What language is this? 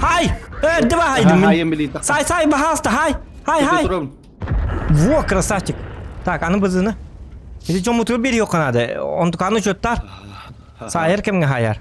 Yakut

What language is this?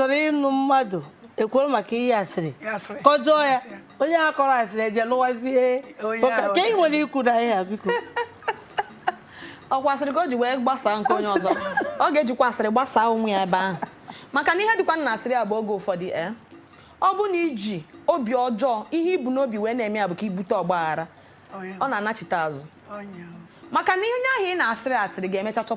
Igbo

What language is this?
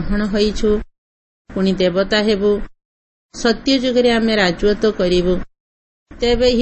Odia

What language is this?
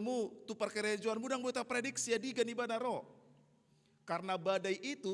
Batak Toba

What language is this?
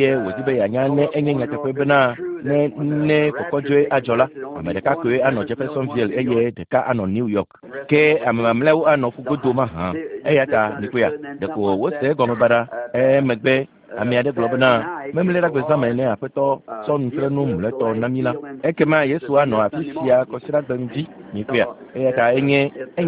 Ewe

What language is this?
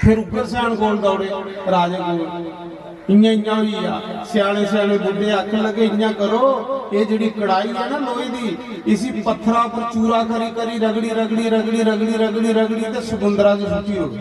Dogri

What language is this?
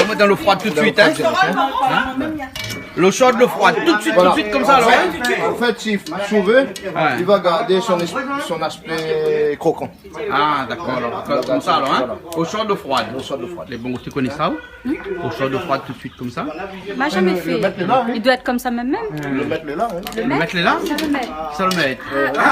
Réunion Creole French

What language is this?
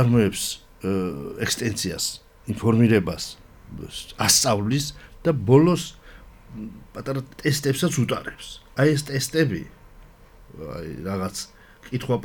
Georgian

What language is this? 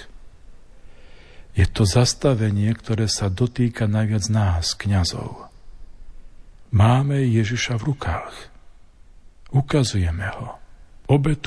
Slovak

